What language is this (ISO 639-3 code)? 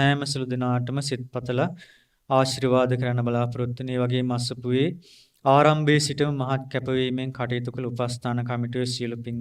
sin